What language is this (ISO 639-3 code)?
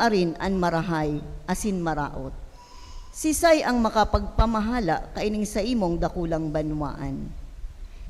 bik